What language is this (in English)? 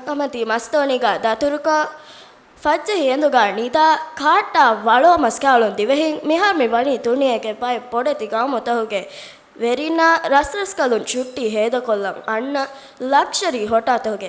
Divehi